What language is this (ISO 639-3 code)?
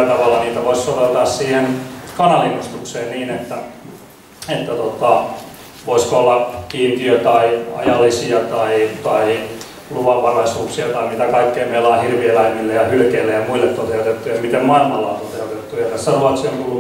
fin